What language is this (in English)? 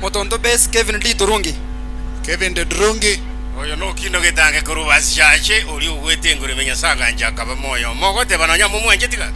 Gusii